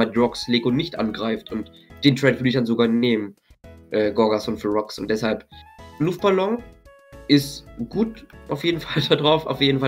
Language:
German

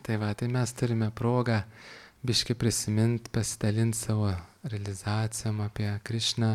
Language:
Lithuanian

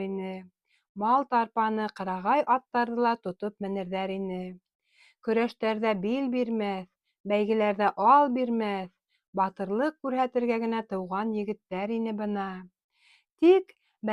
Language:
Bashkir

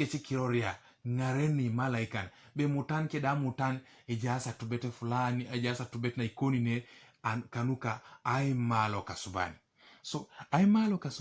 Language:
Teso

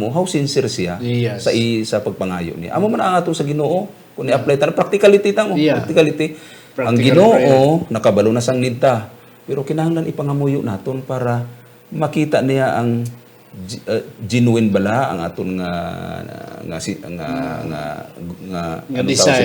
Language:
Hiligaynon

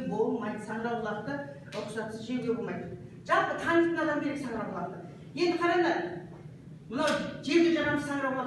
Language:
Kazakh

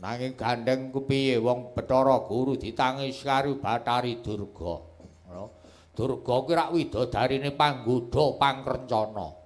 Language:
Javanese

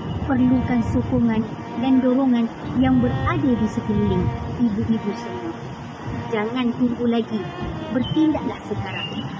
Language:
Malay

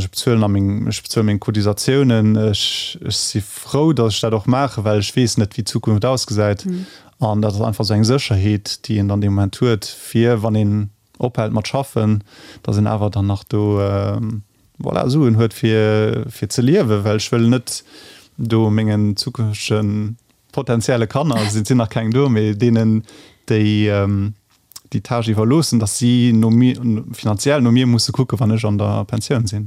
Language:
Luxembourgish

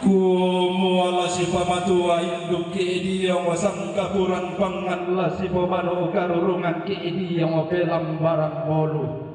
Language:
Toraja-Sa'dan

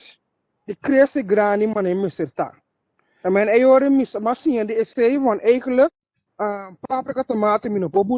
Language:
Papiamento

